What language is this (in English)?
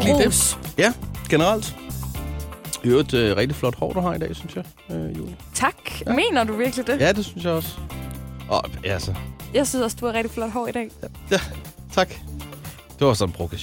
Danish